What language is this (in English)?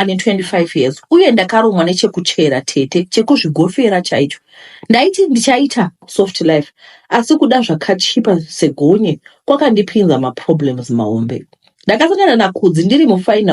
Shona